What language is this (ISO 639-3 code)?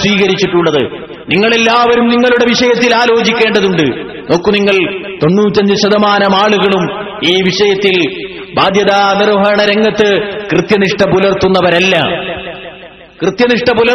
mal